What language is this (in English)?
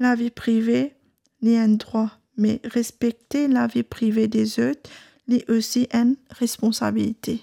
Morisyen